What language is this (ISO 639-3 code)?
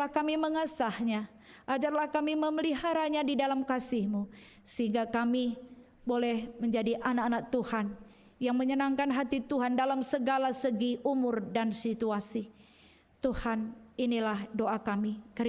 btx